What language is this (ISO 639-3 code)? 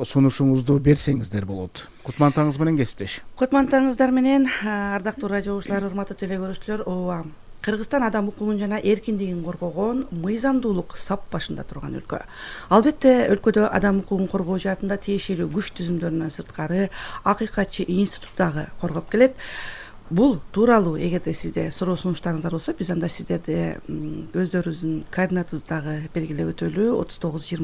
kir